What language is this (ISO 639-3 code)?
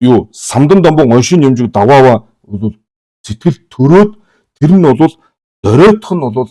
mon